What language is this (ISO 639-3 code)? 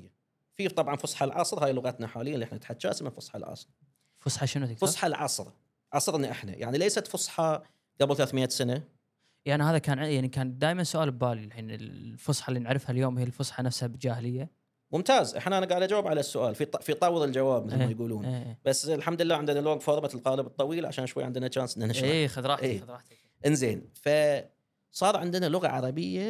afb